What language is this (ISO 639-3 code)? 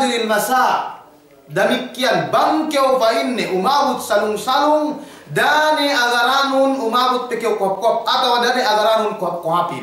yka